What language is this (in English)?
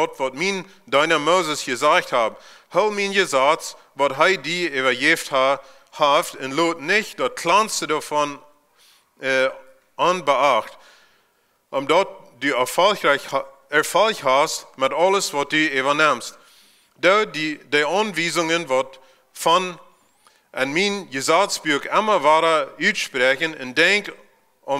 Plautdietsch